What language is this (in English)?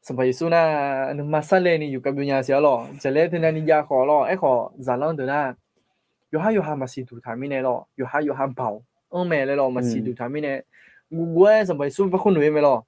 Akha